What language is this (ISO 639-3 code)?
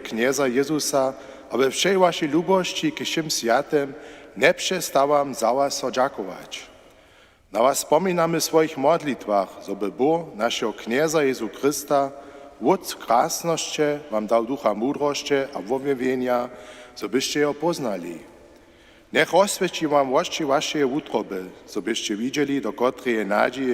hsb